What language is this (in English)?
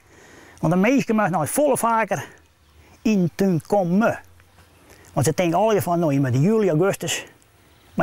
Western Frisian